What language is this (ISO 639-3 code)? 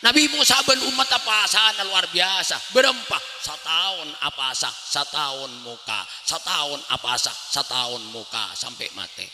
mad